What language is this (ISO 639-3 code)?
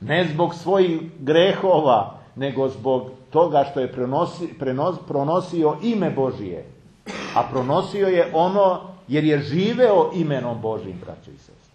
srp